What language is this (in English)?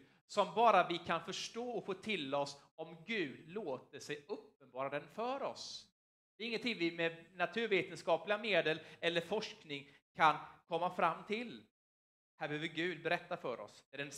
Swedish